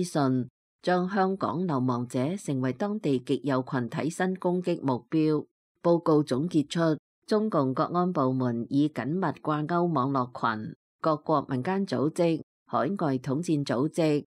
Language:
Cantonese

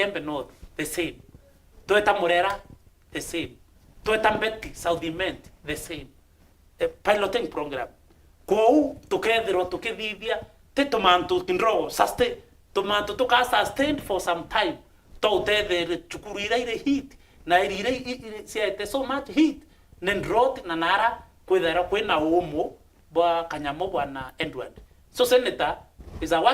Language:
Meru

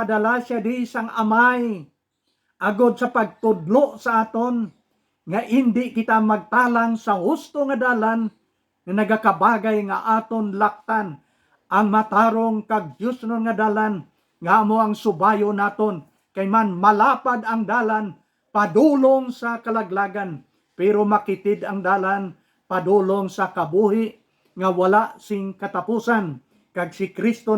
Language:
Hiligaynon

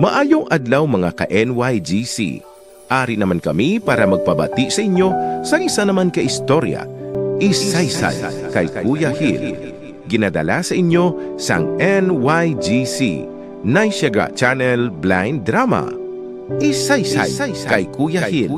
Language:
Hiligaynon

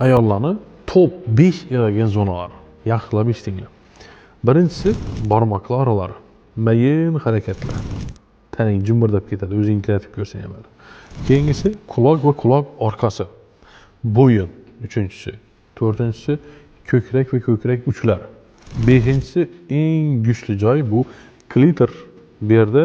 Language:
Uzbek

